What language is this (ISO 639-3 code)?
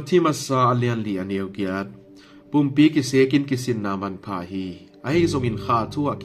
ctd